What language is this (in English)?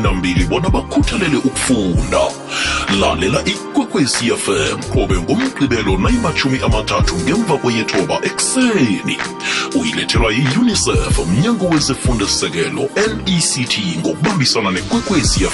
South Ndebele